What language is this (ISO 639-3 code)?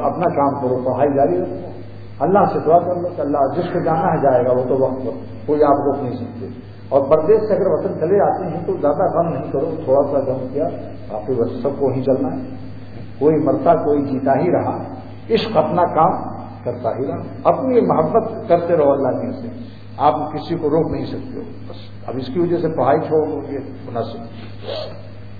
urd